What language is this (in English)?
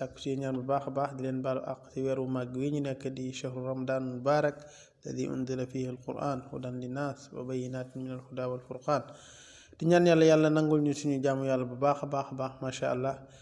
Wolof